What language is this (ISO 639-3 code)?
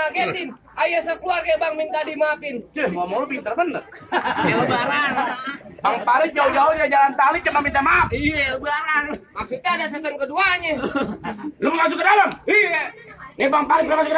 bew